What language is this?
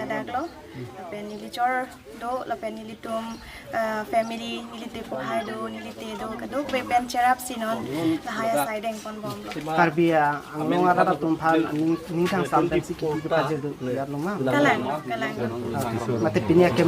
Karbi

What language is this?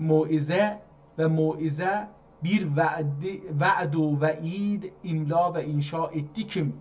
South Azerbaijani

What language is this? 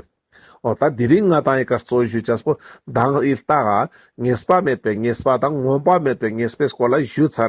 Ladakhi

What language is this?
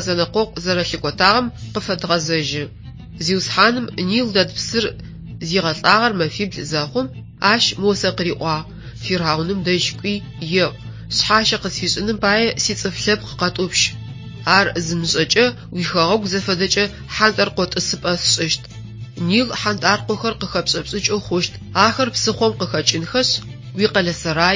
Adyghe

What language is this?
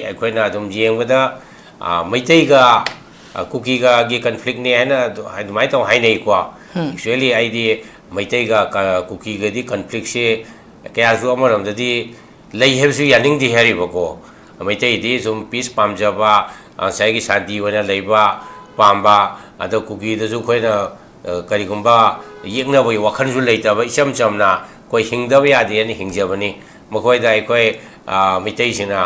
Manipuri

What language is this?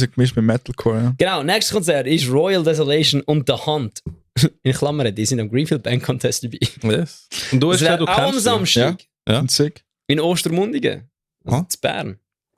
Swiss German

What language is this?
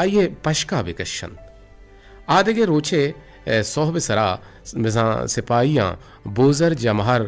Eastern Balochi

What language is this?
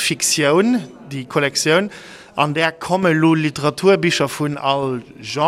Luxembourgish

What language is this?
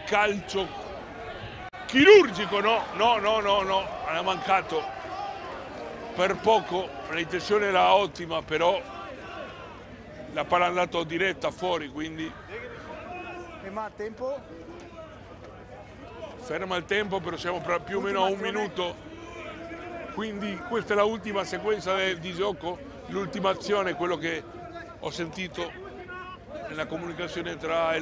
Italian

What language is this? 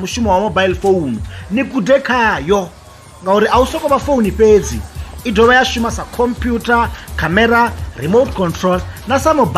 Venda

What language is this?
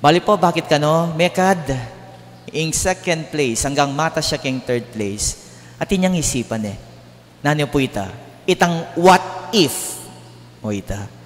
Pampanga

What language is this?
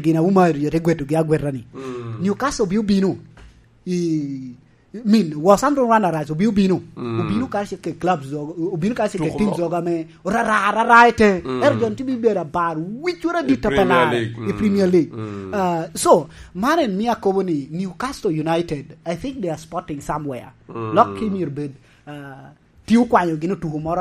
Lango (Uganda)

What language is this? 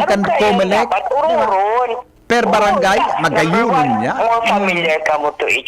Bikol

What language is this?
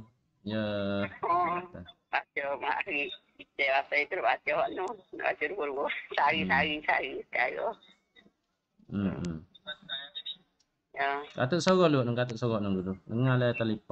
Malay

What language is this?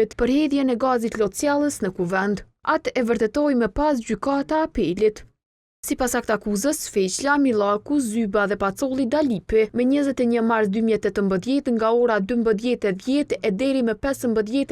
Albanian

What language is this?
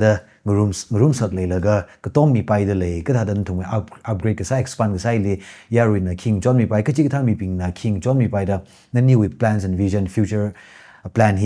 Tangkhul Naga (India)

